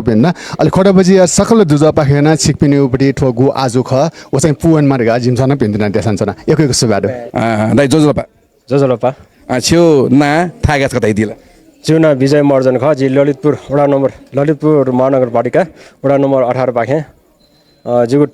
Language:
Newari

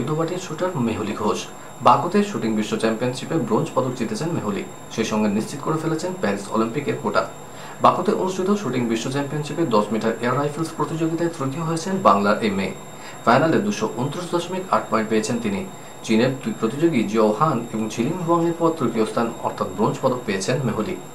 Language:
Bangla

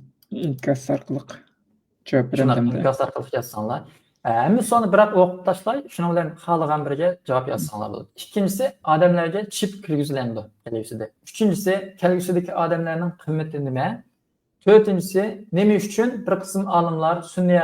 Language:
Uyghur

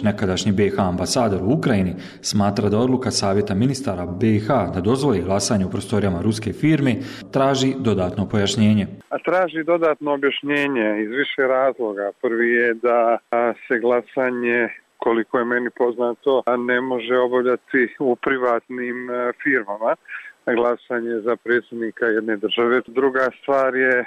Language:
Bosnian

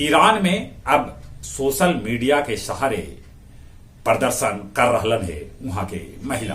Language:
Magahi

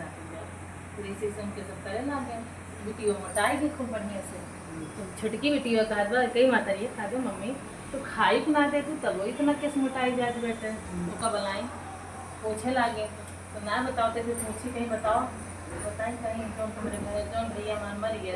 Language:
Awadhi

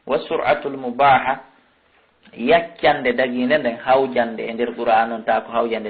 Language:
Fula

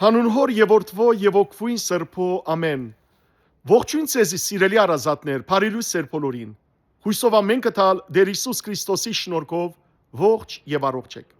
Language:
Western Armenian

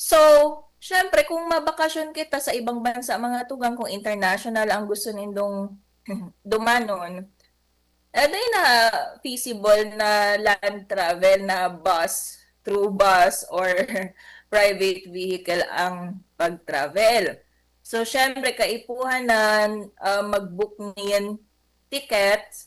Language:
Bikol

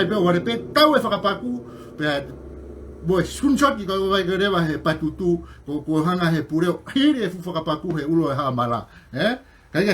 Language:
Tongan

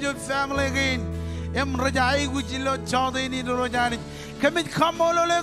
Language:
Marshallese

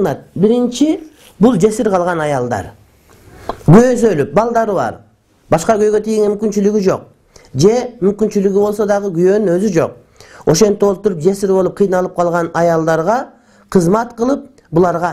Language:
Kyrgyz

